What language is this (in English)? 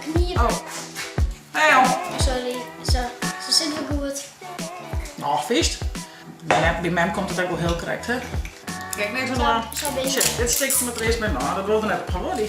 Western Frisian